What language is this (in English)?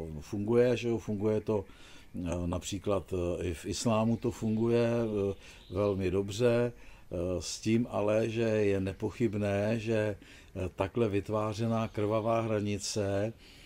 Czech